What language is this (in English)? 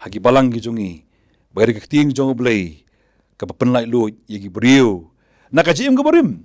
Khasi